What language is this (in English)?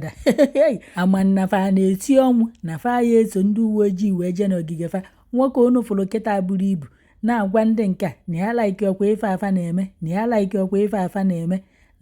Igbo